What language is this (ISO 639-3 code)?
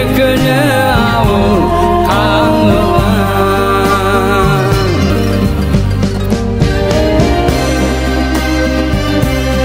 kaz